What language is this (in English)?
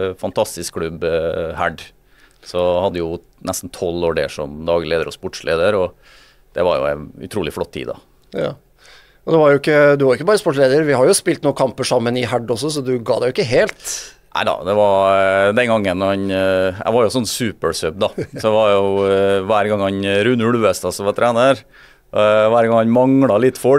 Norwegian